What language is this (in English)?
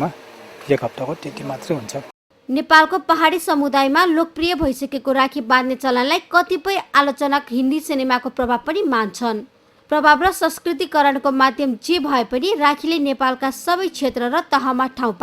Nepali